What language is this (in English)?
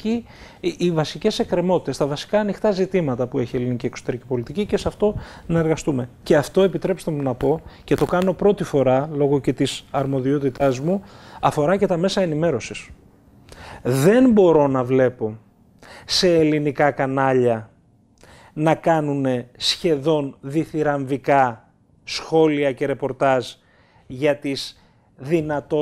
Greek